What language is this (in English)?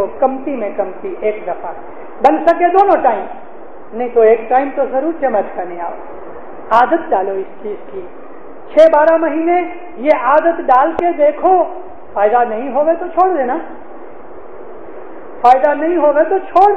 Urdu